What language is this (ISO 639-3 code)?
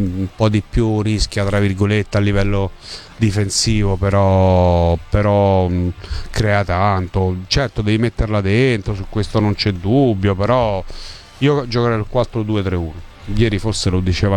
ita